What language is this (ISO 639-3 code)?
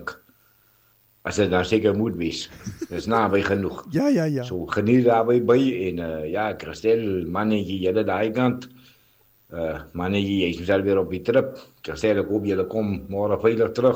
afr